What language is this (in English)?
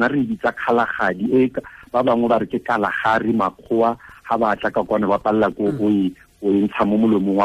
Tswana